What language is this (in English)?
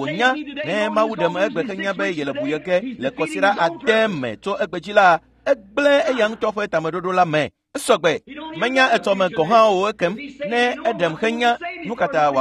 Ewe